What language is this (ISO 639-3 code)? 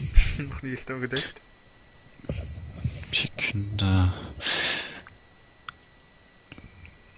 nld